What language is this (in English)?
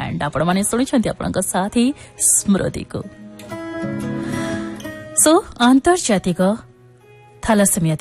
Odia